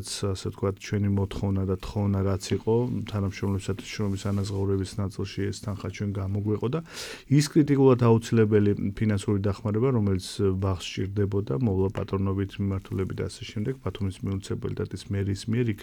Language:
Georgian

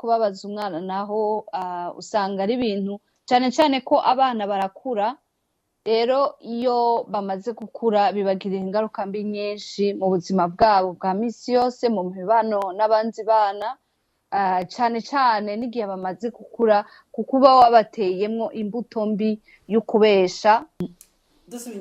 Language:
Rundi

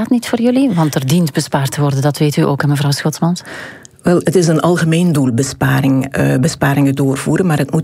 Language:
Dutch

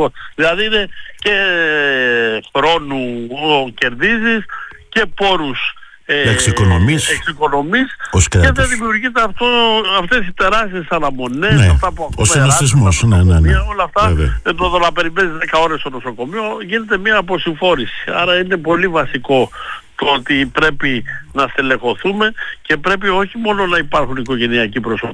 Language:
Greek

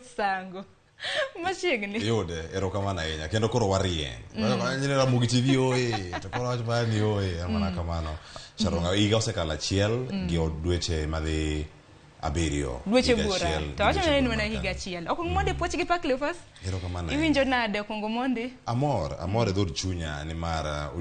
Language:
Luo (Kenya and Tanzania)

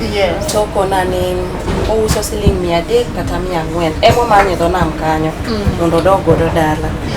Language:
Luo (Kenya and Tanzania)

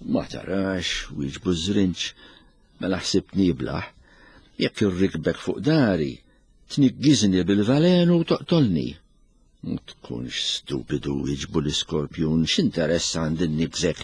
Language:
Maltese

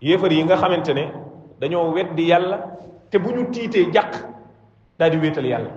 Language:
Wolof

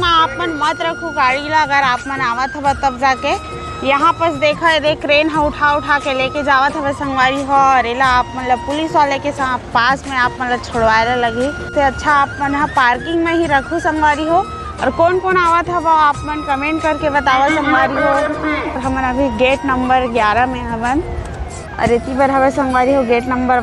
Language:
Chhattisgarhi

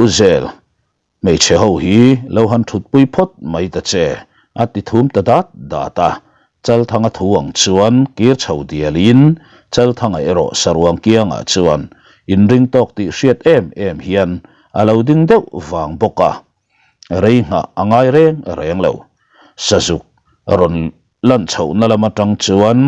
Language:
Mizo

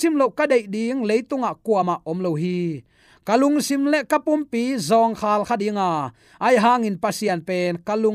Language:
Tedim Chin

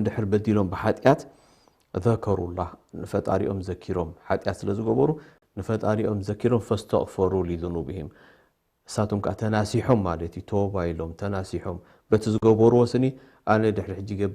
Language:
Tigrinya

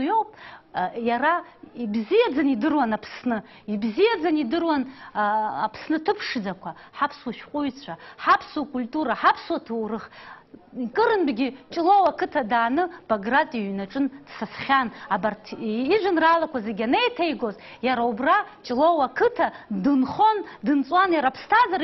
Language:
Abkhazian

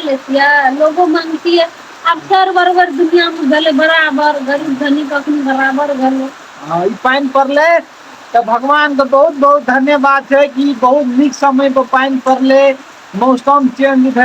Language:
Maithili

